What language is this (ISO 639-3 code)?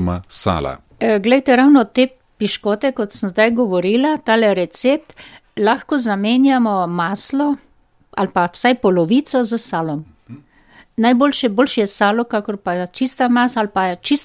slv